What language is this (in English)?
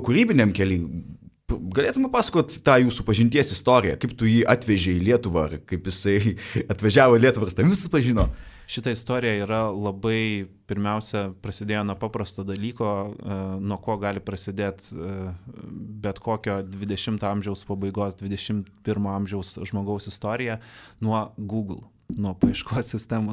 Lithuanian